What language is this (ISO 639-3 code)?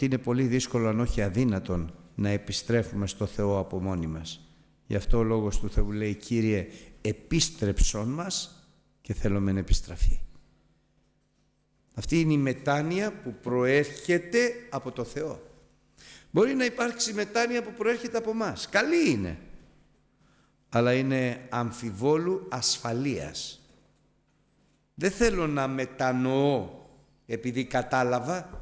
ell